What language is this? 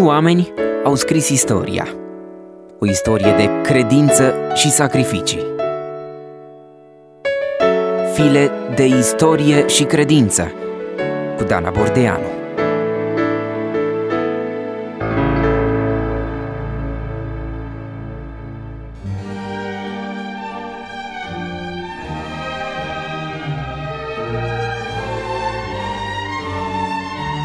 Romanian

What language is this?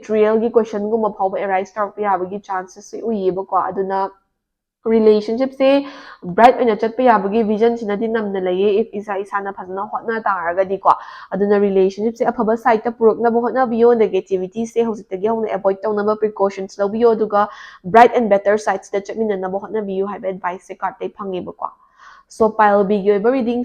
Manipuri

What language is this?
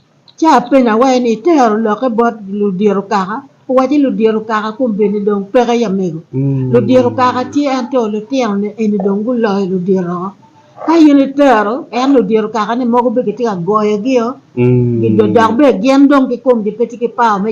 Acoli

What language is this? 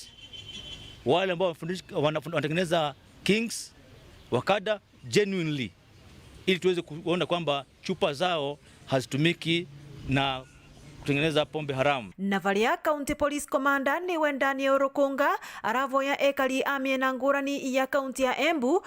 Meru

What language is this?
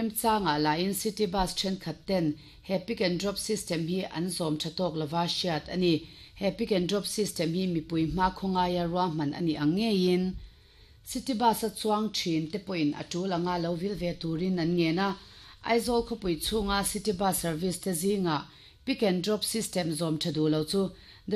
Mizo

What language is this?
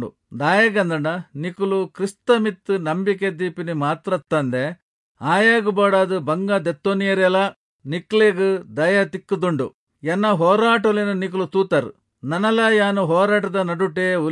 Tulu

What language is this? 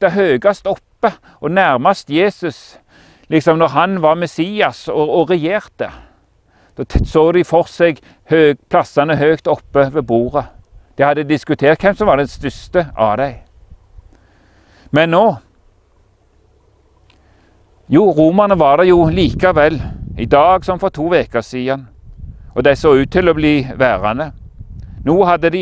Norwegian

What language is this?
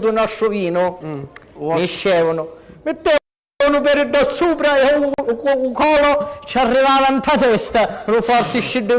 Sicilian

